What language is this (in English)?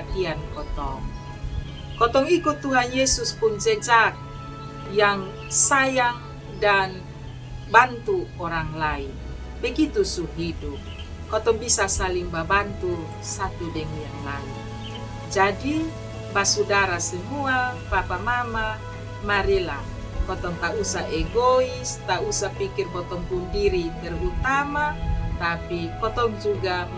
Kupang Malay